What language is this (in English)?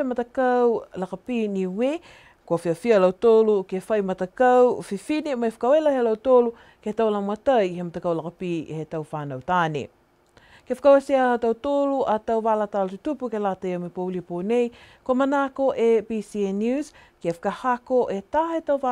Niuean